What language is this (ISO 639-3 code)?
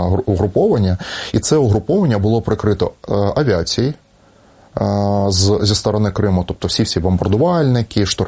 ukr